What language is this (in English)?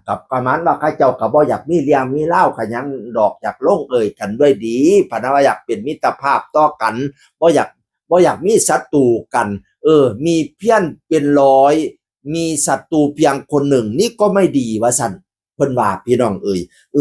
Northeastern Thai